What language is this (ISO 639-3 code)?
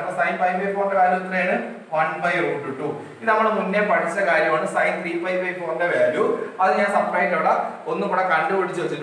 mal